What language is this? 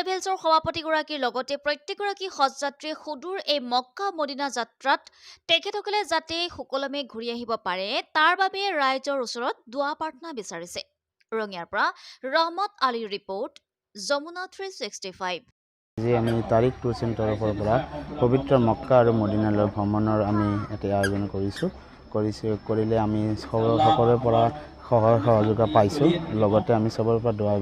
Assamese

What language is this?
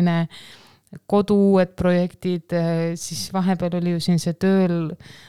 Estonian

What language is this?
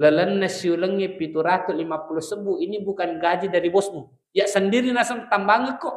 Buginese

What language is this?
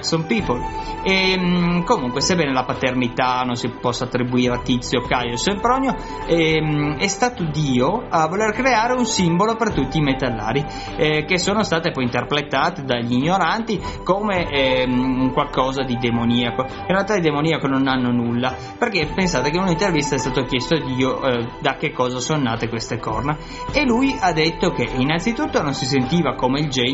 Italian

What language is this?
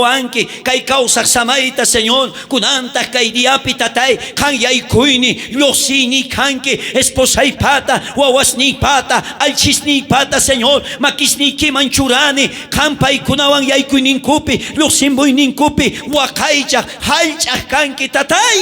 South Bolivian Quechua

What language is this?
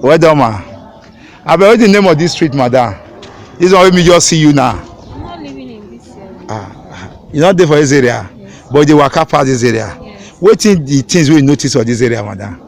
Nigerian Pidgin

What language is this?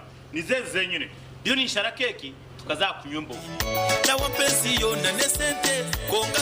Nyankole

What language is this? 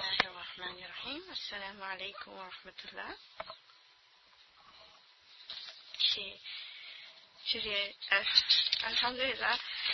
Urdu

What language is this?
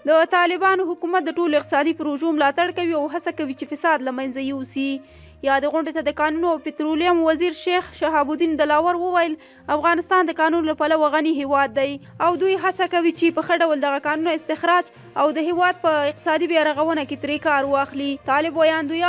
Pashto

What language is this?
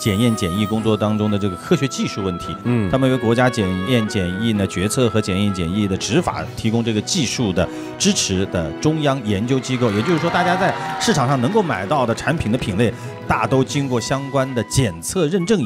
Chinese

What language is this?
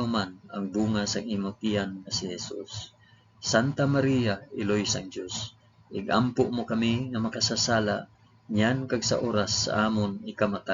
Hiligaynon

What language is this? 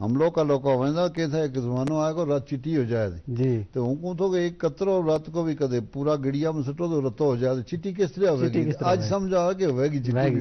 Gujari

